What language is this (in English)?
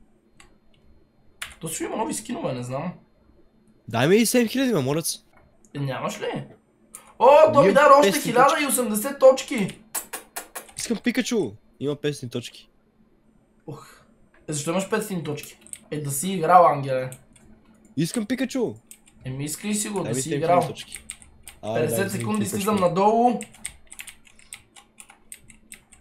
Bulgarian